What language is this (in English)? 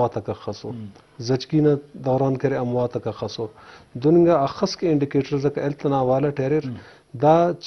Eastern Balochi